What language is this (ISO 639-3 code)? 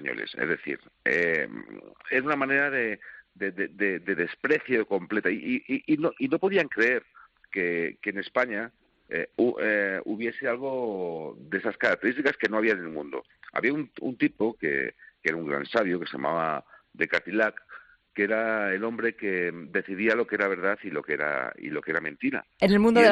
spa